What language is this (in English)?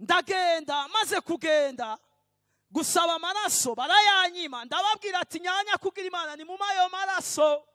Rundi